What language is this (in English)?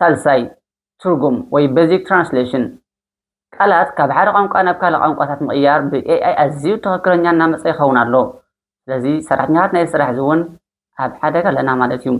Tigrinya